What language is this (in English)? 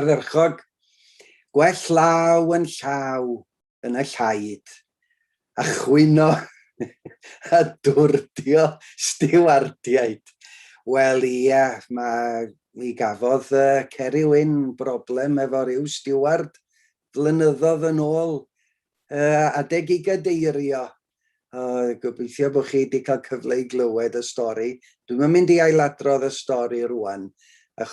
Welsh